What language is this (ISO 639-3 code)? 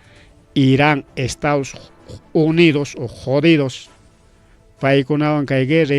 quy